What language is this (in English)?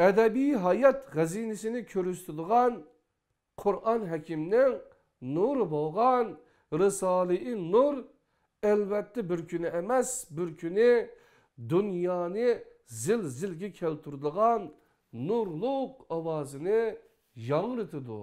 Uyghur